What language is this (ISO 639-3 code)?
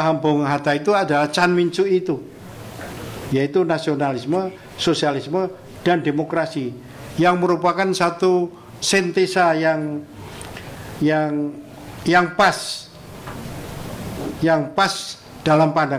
ind